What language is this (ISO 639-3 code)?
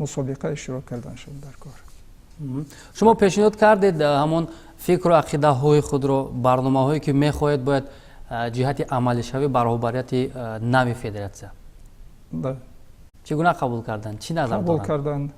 tgk